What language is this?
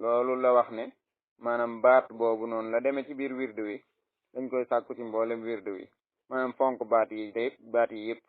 Wolof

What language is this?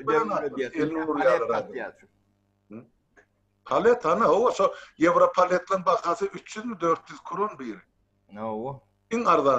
Turkmen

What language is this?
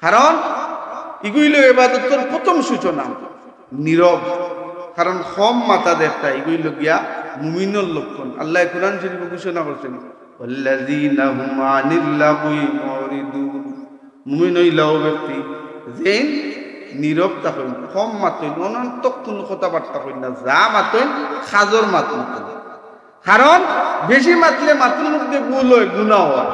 Sylheti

